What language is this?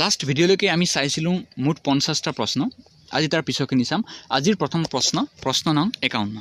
Assamese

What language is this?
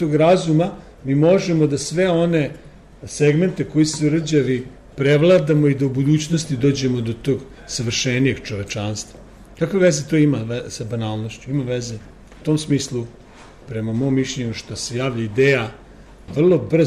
Serbian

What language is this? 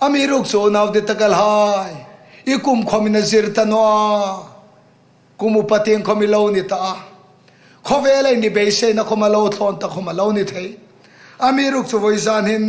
Hmar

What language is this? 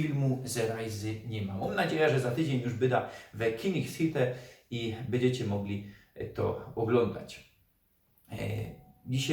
Silesian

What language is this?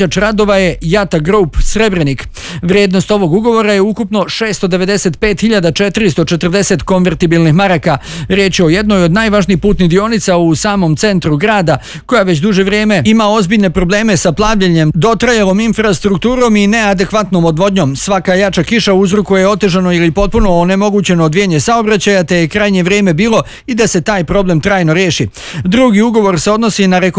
Bosnian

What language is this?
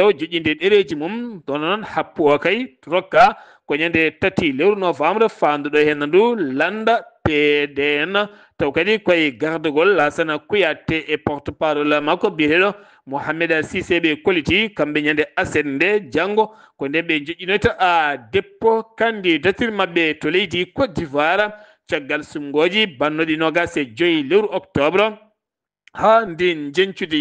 Fula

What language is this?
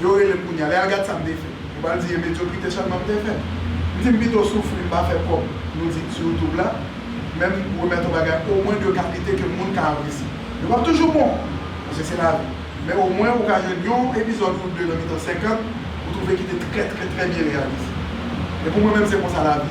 Haitian Creole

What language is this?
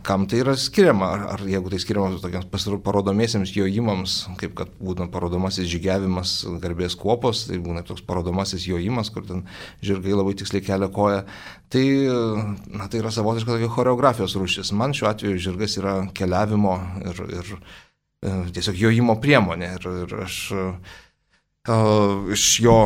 Lithuanian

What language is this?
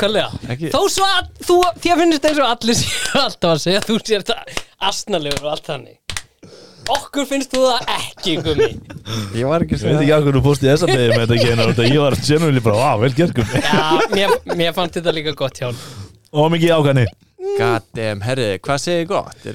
Icelandic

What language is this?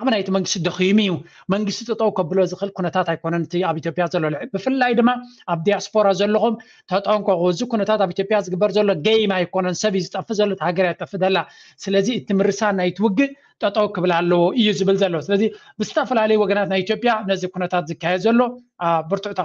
Tigrinya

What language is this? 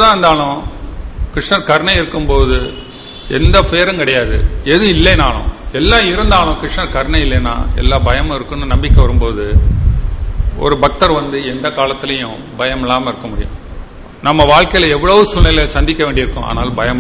Tamil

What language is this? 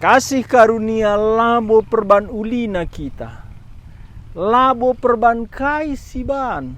Batak Karo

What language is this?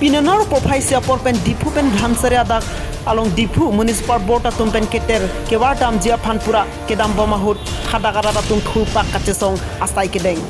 Karbi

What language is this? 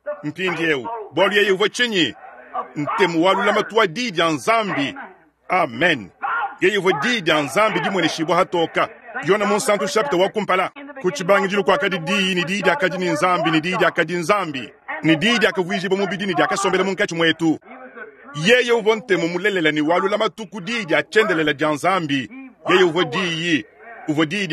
Luba-Lulua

